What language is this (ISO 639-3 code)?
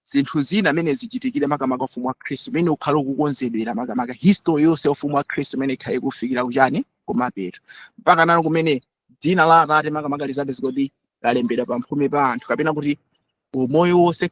nya